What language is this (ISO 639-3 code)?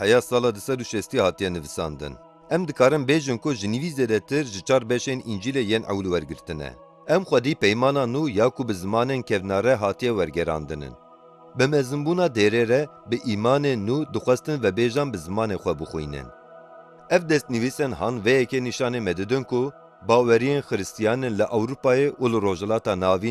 kur